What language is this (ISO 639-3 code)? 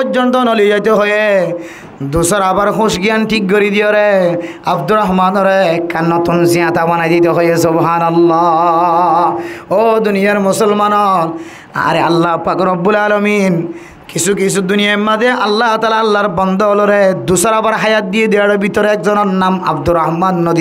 rhg